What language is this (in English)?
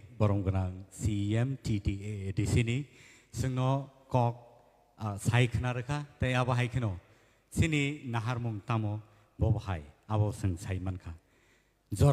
Kok Borok